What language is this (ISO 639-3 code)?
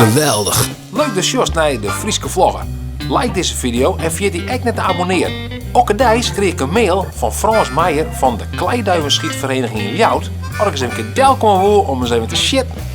fry